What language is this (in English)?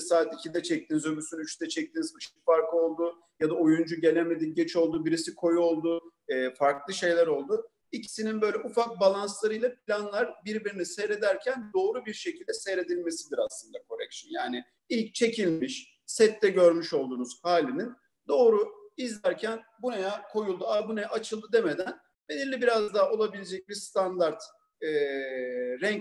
Turkish